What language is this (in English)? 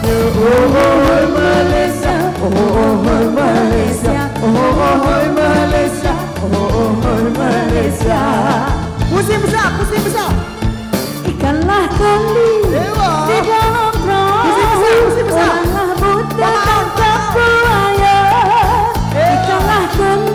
Malay